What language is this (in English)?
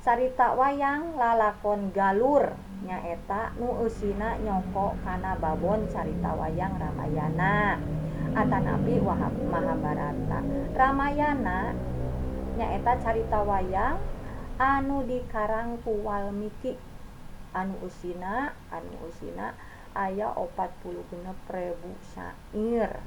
Sundanese